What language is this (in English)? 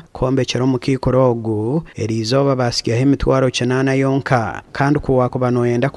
Nyankole